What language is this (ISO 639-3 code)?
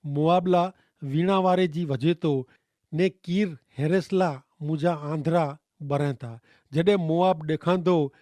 kfr